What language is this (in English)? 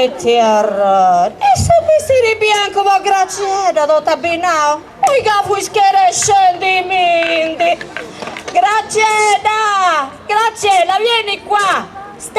Sardinian